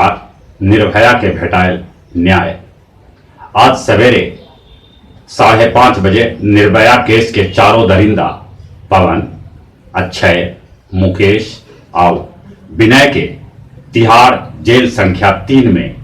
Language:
Magahi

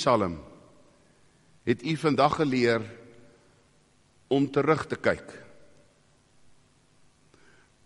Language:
Afrikaans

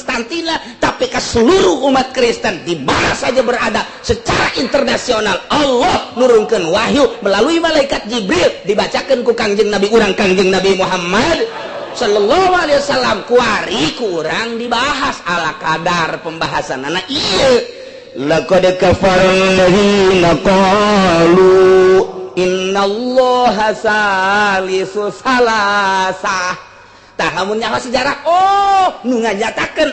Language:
Sundanese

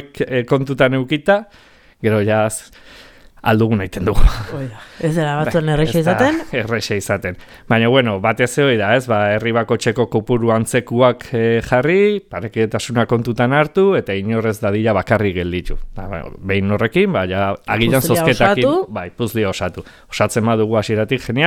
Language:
Basque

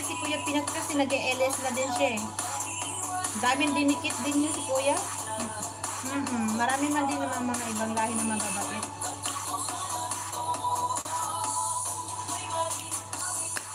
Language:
Filipino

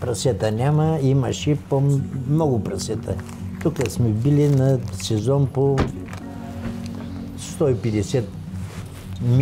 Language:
Bulgarian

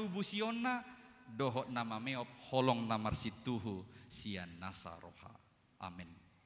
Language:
Batak Toba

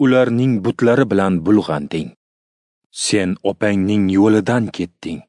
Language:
Uzbek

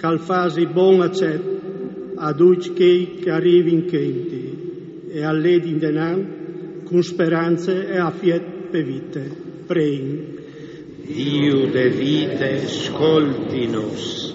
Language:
Friulian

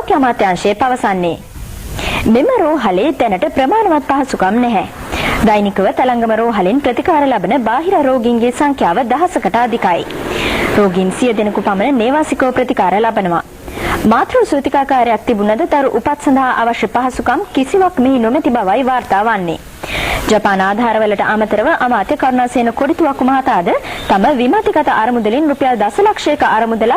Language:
Sinhala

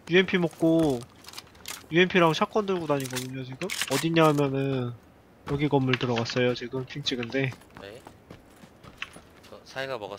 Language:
Korean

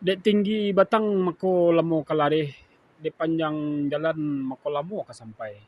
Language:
Minangkabau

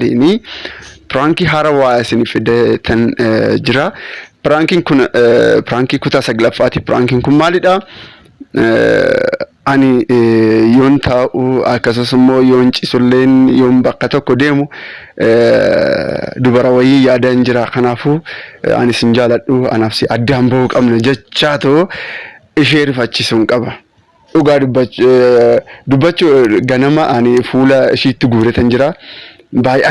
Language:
Oromo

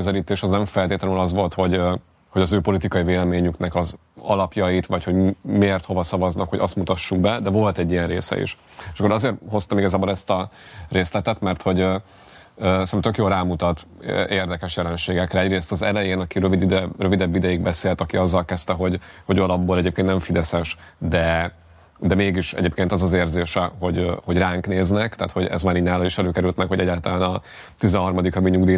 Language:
Hungarian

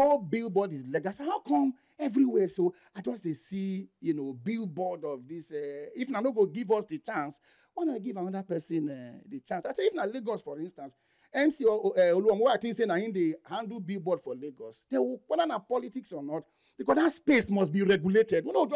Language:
Nigerian Pidgin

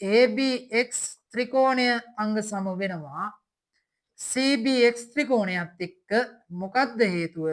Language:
Sinhala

